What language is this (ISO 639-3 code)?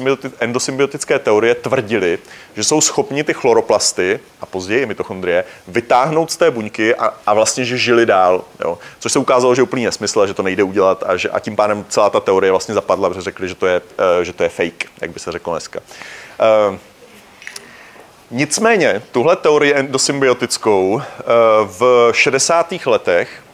ces